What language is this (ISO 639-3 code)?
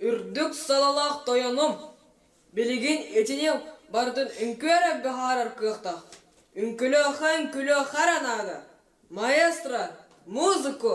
sah